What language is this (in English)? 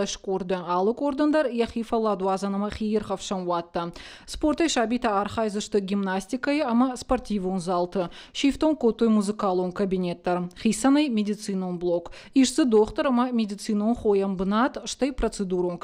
Ossetic